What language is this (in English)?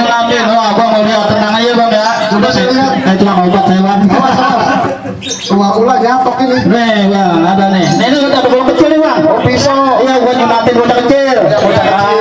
Betawi